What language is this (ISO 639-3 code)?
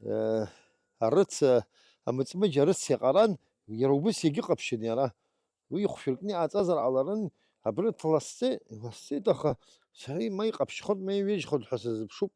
abk